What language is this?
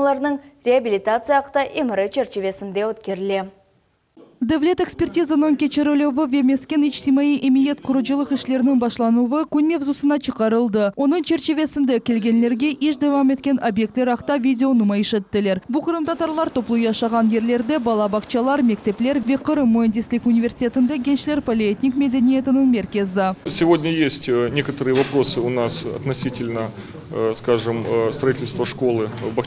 Crimean Tatar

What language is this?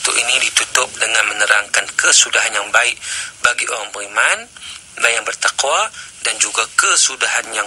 Malay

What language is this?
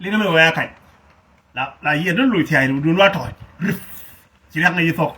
Nuer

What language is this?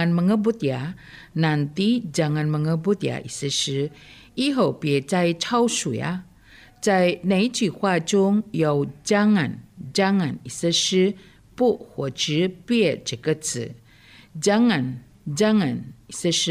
Chinese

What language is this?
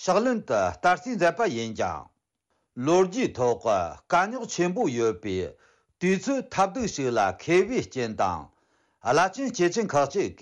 Tibetan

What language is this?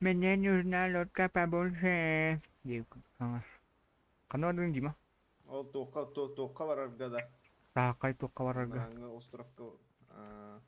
Yakut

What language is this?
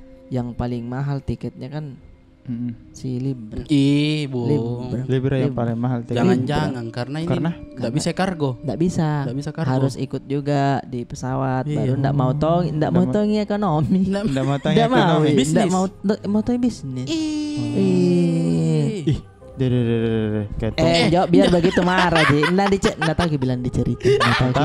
Makassar Malay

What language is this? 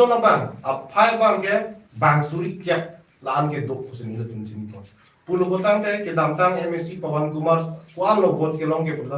Karbi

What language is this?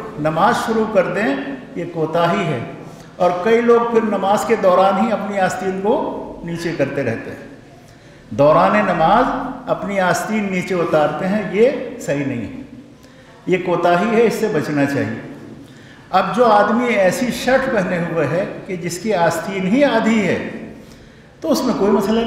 Urdu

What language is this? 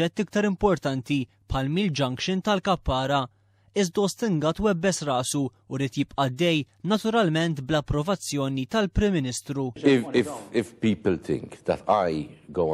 Maltese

